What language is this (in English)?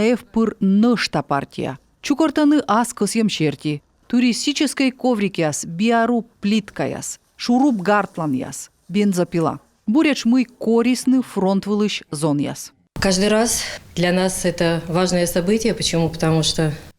Komi